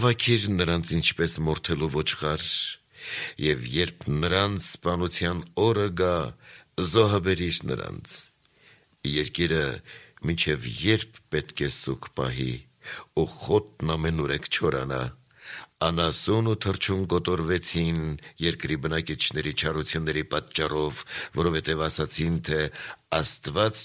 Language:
Armenian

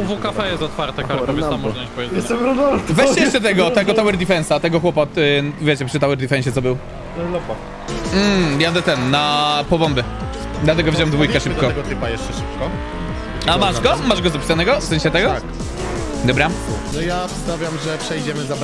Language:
Polish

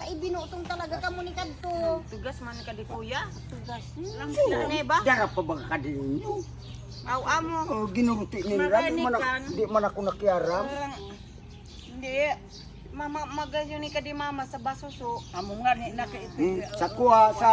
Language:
Bikol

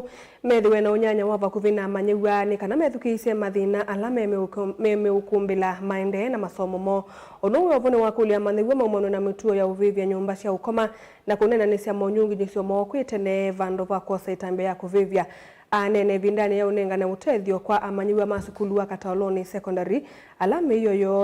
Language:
Kamba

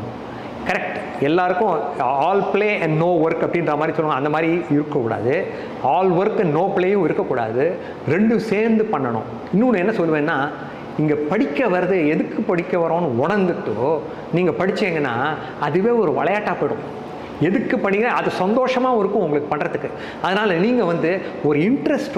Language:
Tamil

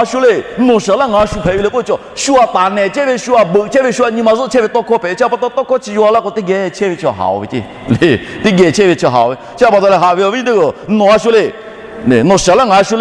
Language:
Lahu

